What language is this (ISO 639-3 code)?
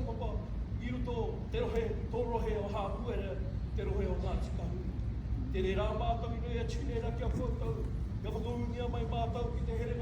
mri